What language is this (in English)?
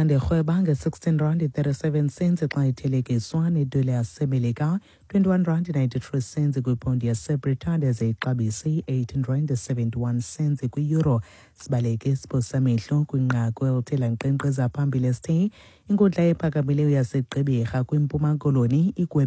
Xhosa